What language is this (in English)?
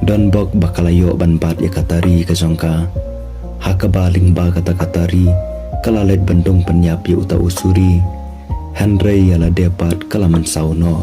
Khasi